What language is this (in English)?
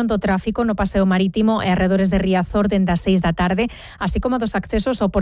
Galician